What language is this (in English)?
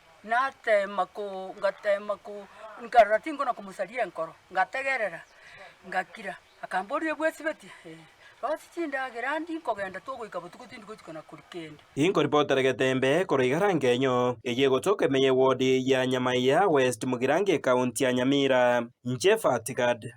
Gusii